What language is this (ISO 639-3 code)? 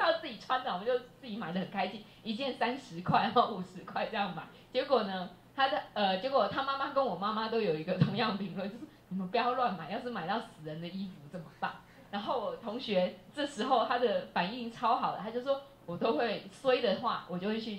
zho